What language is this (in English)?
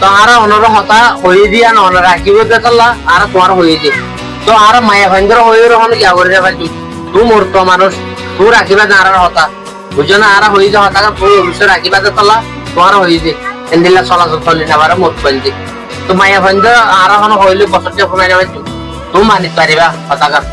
Rohingya